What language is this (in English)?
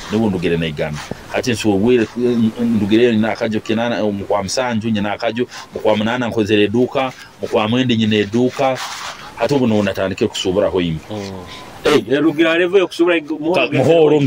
Nyoro